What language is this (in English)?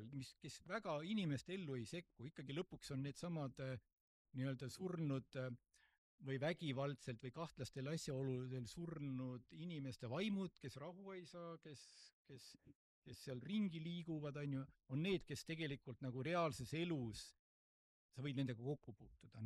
Estonian